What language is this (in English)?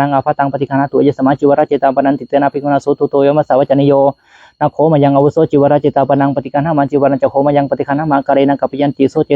Pali